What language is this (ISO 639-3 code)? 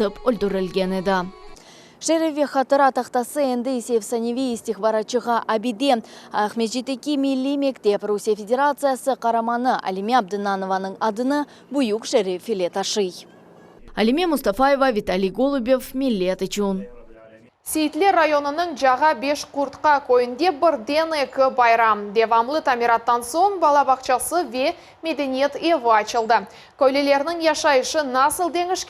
crh